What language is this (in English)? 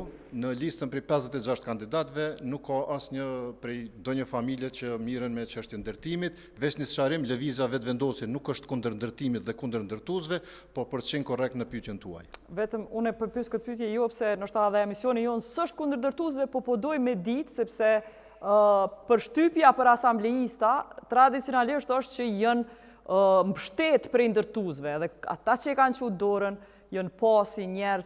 Albanian